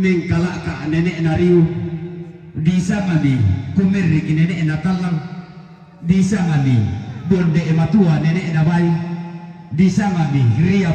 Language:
Toraja-Sa'dan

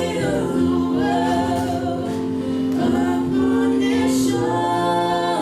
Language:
Samoan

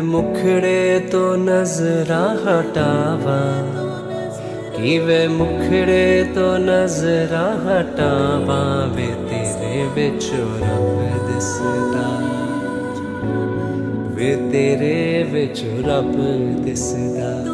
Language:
Punjabi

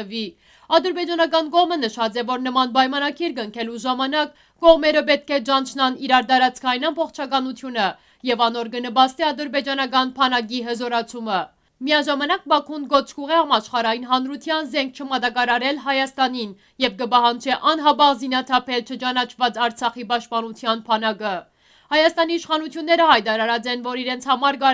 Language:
Western Armenian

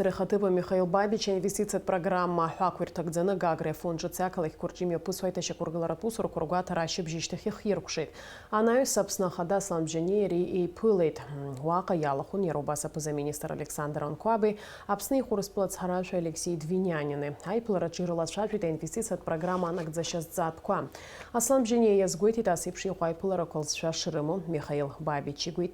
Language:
Abkhazian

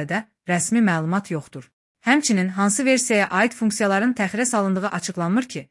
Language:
Azerbaijani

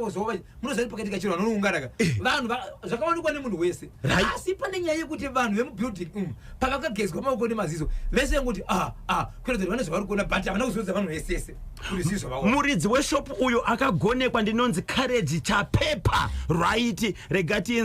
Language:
Shona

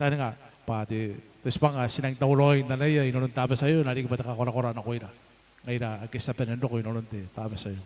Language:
Gilbertese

